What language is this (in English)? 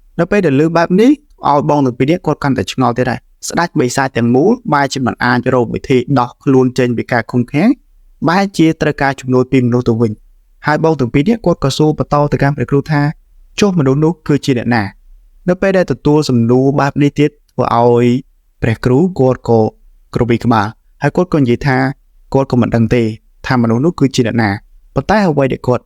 Khmer